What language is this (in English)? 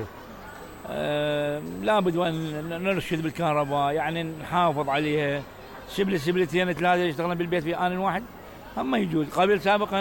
Mesopotamian Arabic